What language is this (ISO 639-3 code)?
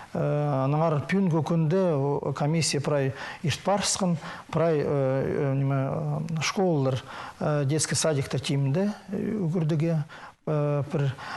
kjh